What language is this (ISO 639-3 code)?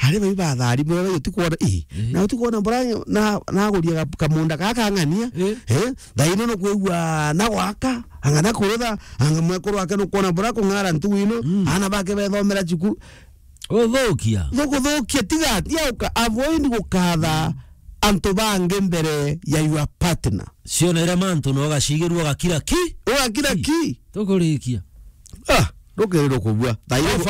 mer